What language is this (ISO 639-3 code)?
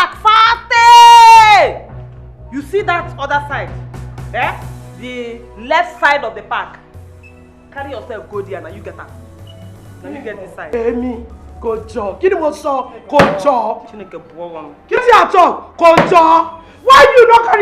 pcm